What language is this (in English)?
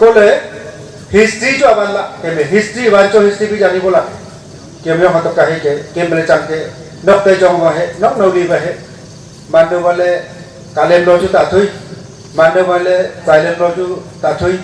Wancho Naga